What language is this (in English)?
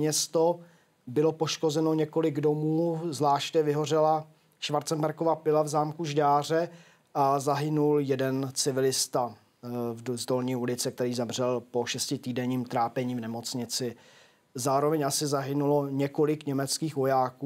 Czech